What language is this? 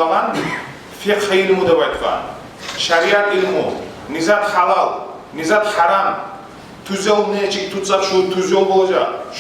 Kumyk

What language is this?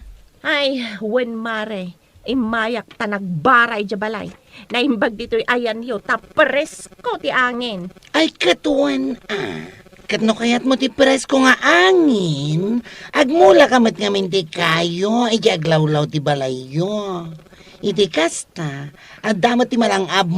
Iloko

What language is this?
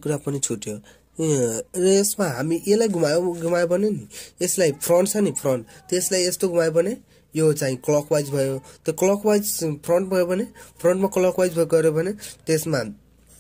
Nepali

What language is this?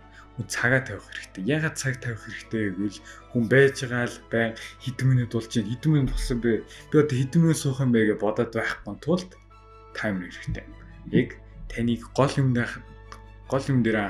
Mongolian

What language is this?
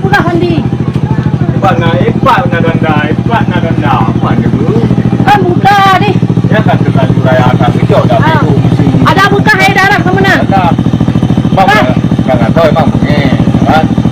Achinese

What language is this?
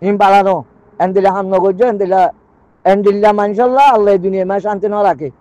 Rohingya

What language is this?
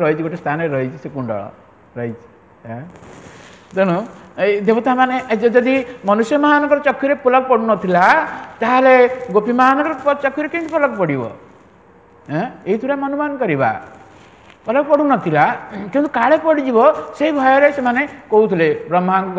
Odia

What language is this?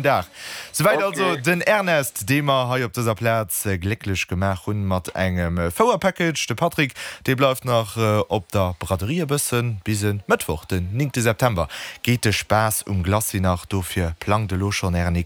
Luxembourgish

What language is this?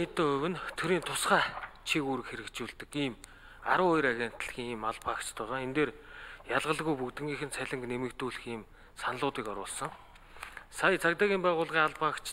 Mongolian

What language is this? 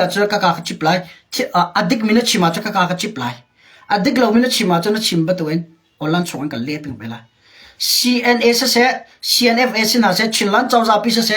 Hakha Chin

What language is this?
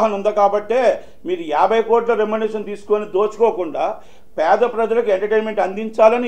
Telugu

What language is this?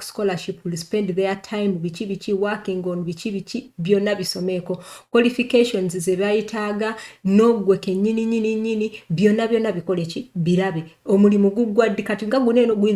Ganda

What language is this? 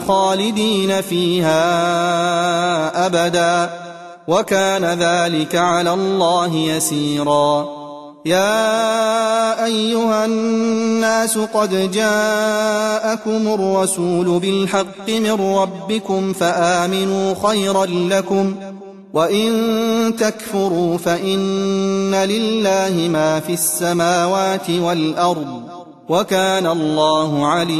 Arabic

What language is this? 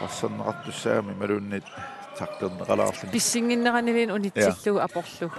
Kalaallisut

